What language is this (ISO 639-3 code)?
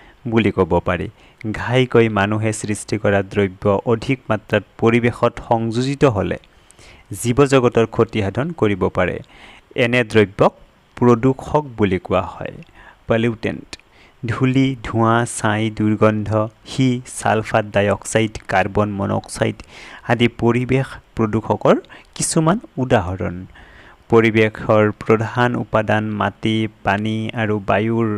asm